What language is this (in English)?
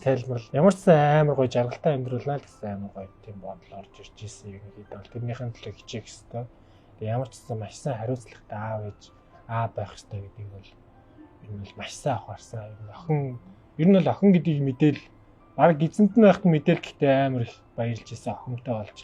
Mongolian